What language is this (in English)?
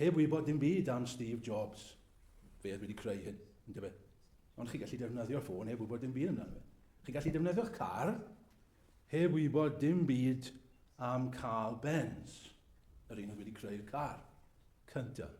Welsh